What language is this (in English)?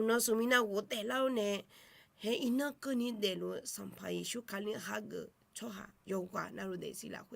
Akha